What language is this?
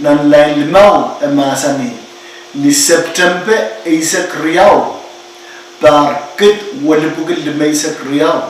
Pohnpeian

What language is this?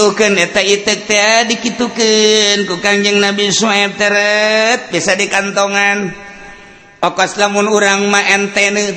Sundanese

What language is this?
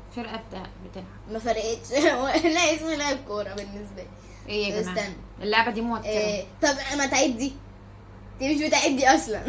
Egyptian Arabic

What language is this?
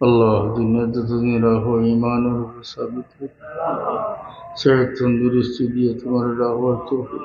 Sylheti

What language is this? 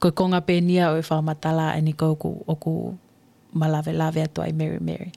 Tongan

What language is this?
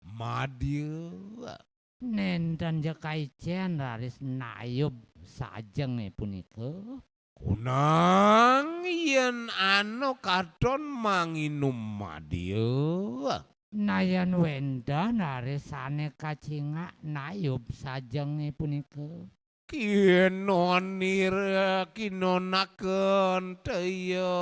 Balinese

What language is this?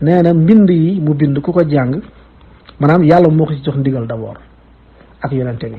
Wolof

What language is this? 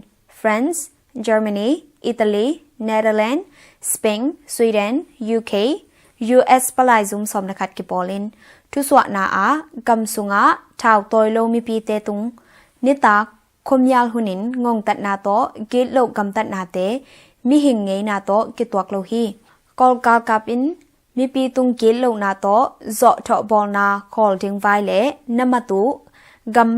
Tedim Chin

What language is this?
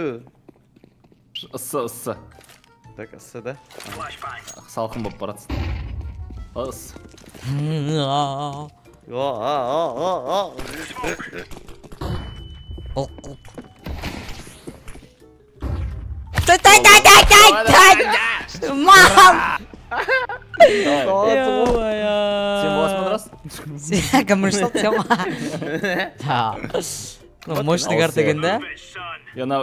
Kazakh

